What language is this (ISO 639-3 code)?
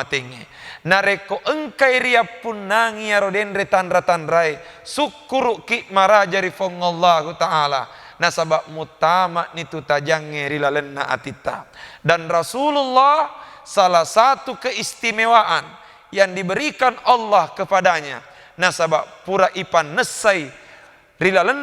bug